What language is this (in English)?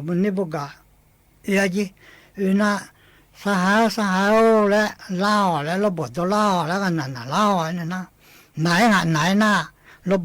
Akha